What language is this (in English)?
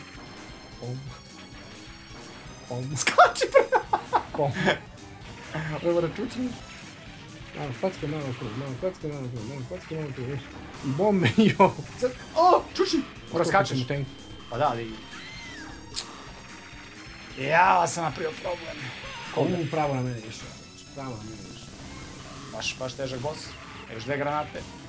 Serbian